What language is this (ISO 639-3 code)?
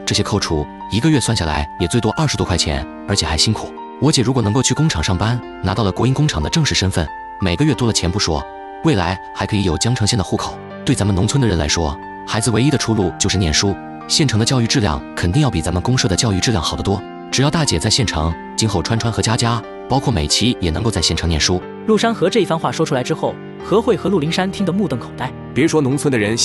zho